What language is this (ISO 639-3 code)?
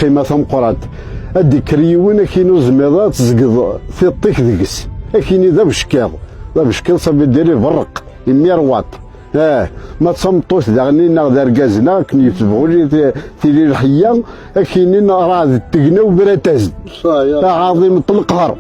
kab